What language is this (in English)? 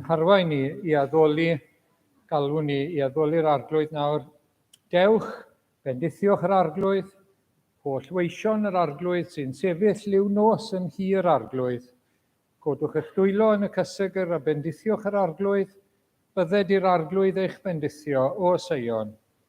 Welsh